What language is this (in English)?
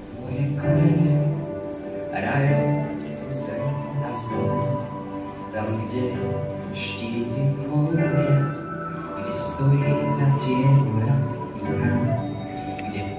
Slovak